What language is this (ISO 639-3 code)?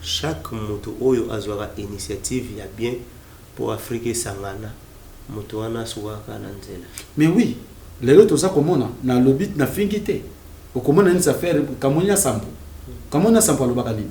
lin